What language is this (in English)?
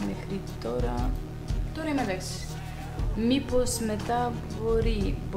Greek